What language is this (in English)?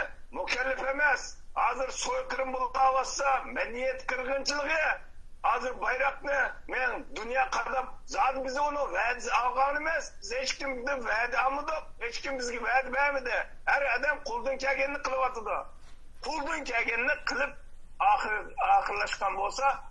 Uyghur